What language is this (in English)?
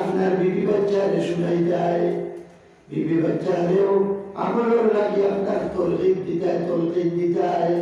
Sylheti